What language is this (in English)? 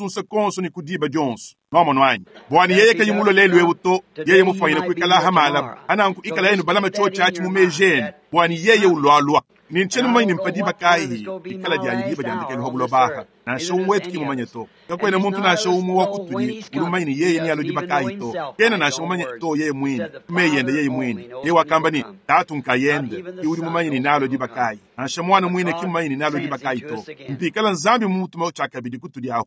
Luba-Lulua